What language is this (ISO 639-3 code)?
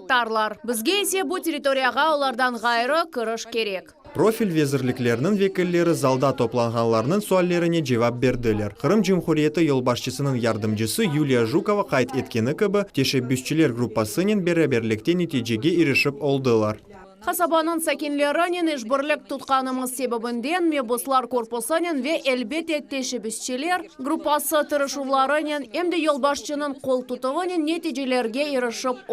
crh